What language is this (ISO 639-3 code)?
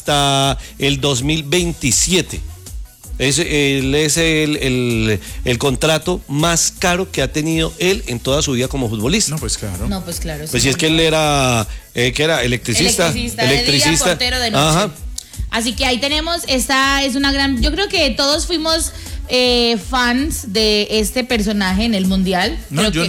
spa